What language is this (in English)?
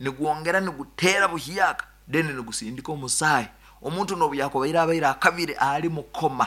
Nyankole